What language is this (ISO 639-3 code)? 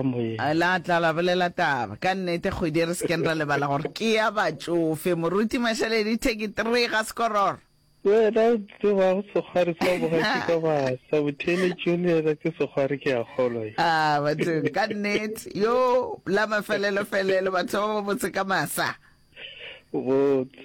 nso